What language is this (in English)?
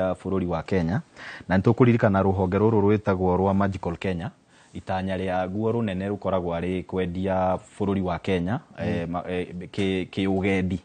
Kikuyu